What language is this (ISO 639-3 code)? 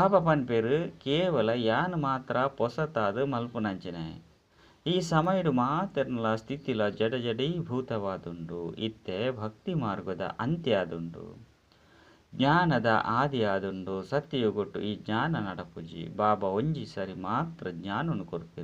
tcy